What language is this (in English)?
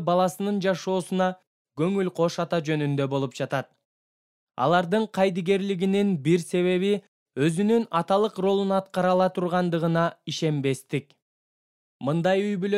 Kyrgyz